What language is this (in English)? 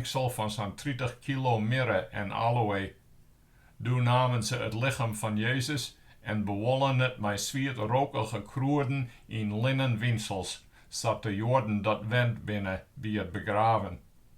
Western Frisian